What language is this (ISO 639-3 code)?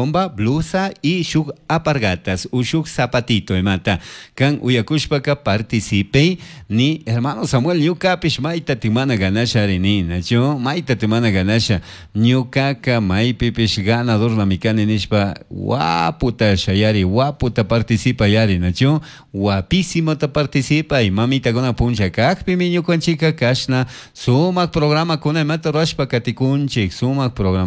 qug